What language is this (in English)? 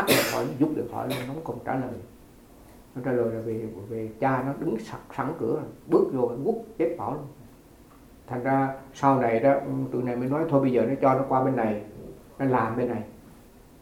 Vietnamese